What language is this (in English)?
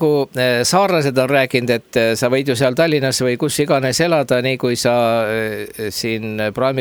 Estonian